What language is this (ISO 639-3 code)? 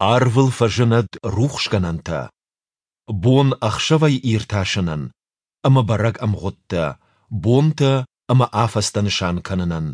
oss